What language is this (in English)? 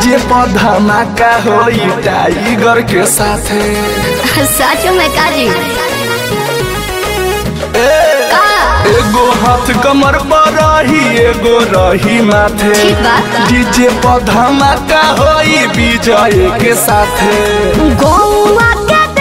Bhojpuri